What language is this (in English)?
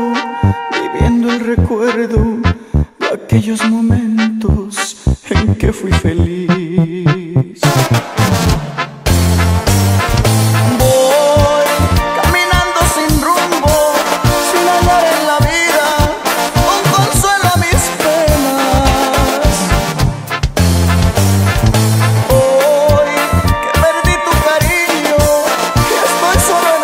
Spanish